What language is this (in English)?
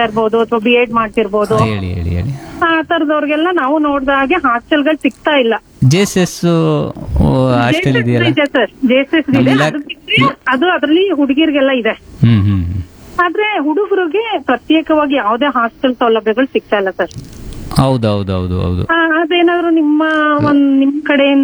Kannada